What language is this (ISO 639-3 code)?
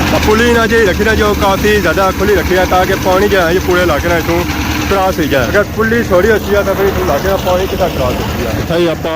phr